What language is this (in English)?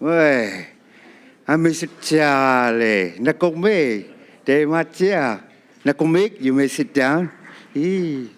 Inuktitut